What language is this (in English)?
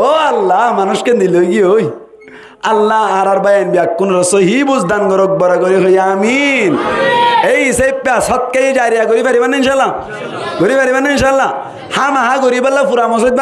Rohingya